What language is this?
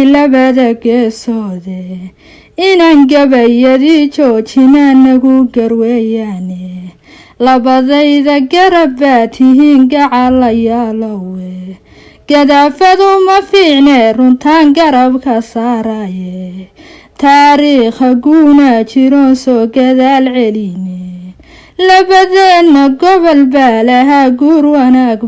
Somali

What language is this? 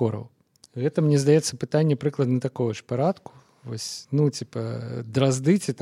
Belarusian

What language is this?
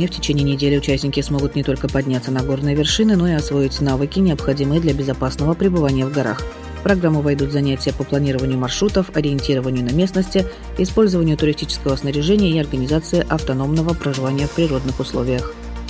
Russian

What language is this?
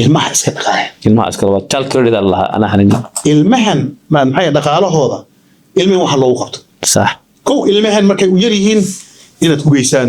Somali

